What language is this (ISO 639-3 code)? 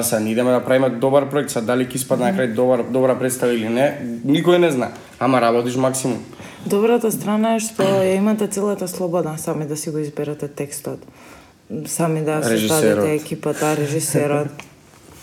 mkd